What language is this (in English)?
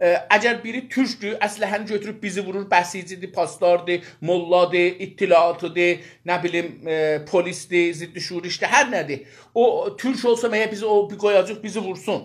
South Azerbaijani